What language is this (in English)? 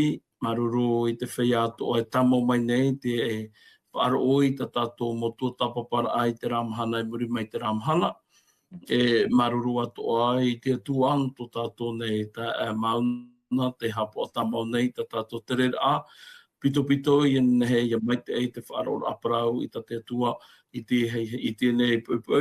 Tahitian